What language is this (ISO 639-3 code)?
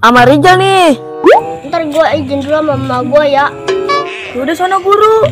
bew